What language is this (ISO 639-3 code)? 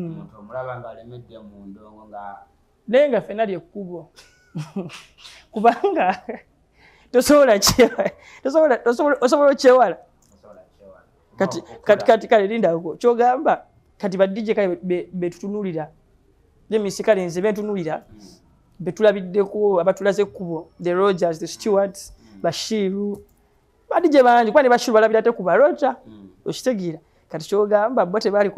lug